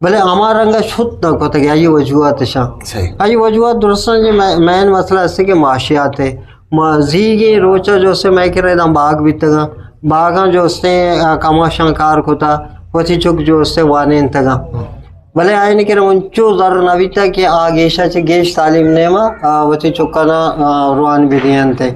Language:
Eastern Balochi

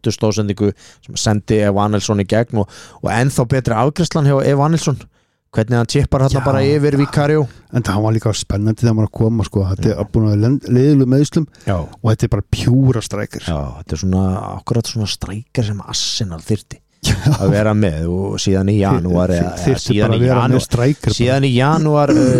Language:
Icelandic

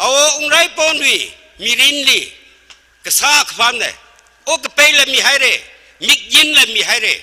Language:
Tangkhul Naga (India)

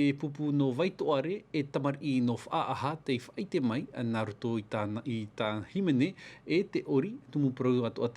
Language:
Tahitian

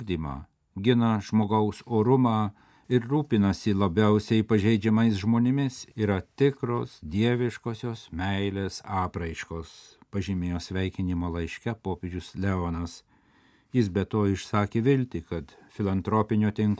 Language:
Lithuanian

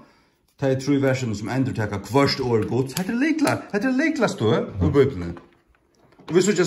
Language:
Faroese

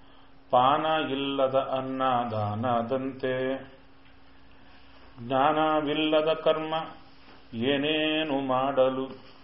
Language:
Kannada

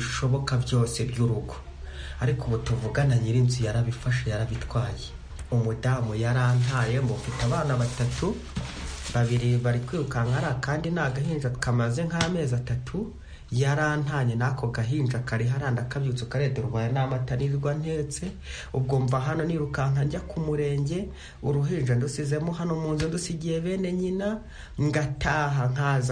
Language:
Kinyarwanda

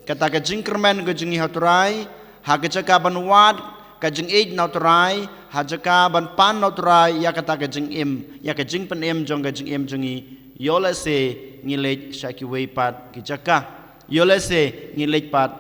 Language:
Khasi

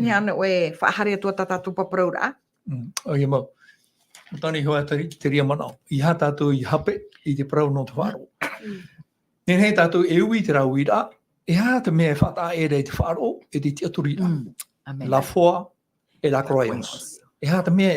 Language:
Tahitian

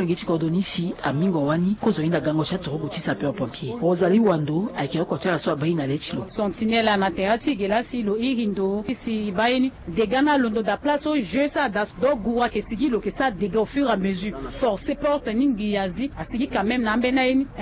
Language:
Sango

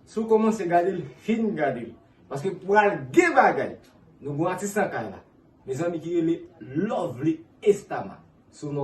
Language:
Haitian Creole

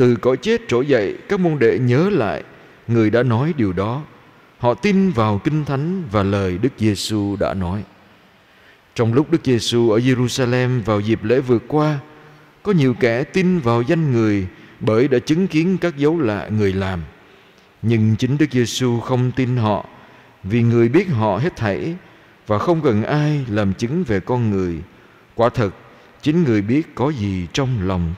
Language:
Vietnamese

